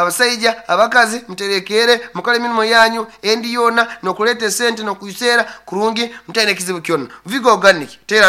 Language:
Nyankole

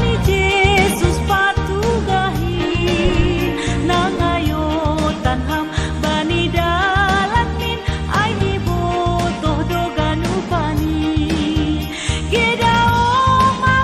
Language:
Batak Simalungun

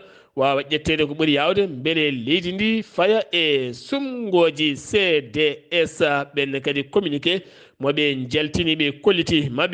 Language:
Fula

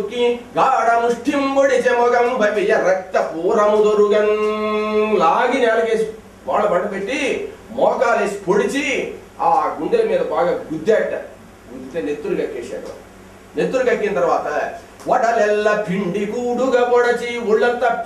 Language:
Telugu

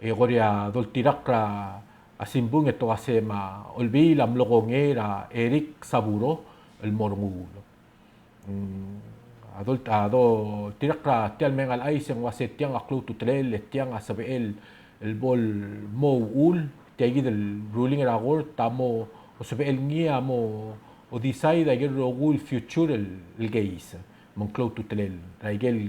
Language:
Palauan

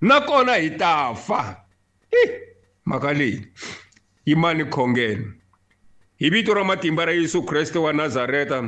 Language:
Tsonga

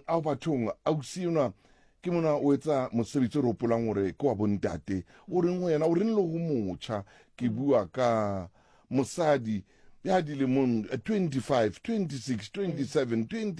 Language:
Southern Sotho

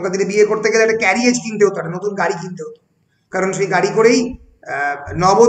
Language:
Bangla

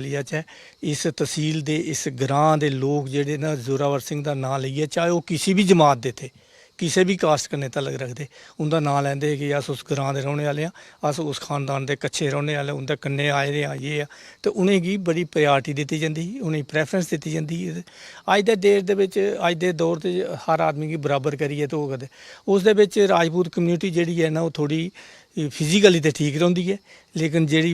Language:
Dogri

